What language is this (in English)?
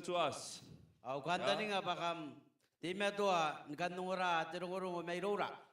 Gilbertese